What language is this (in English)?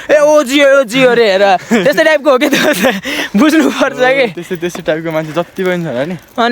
Nepali